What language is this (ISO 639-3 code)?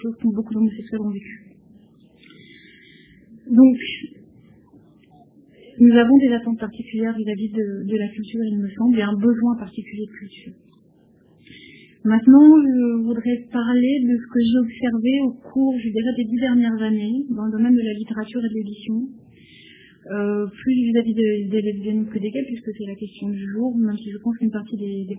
fra